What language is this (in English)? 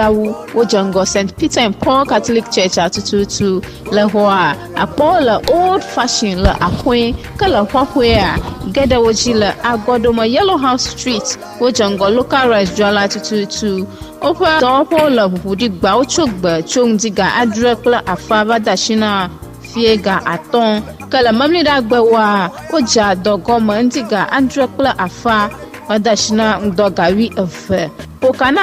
Ewe